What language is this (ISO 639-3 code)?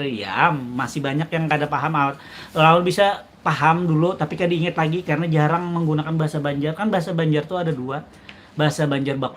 bjn